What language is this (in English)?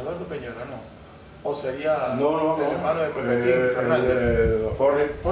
Spanish